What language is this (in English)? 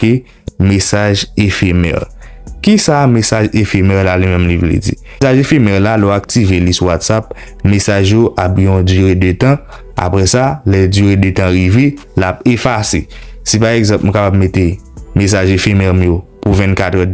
Haitian Creole